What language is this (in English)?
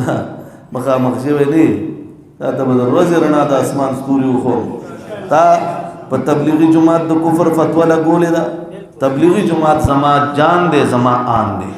Pashto